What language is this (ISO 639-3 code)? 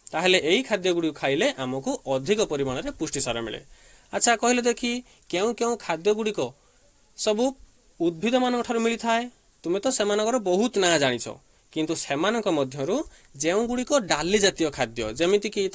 ori